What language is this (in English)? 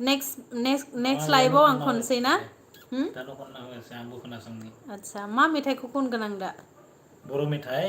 Bodo